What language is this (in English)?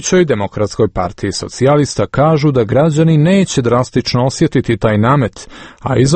Serbian